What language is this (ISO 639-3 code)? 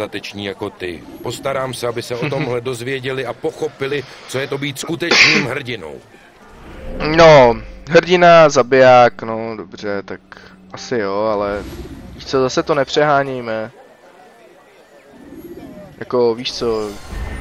ces